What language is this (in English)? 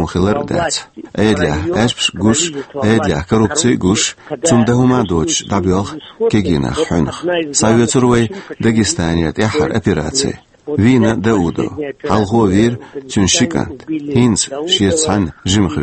Chechen